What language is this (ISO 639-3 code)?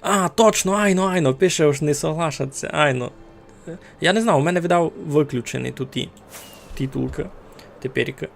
rue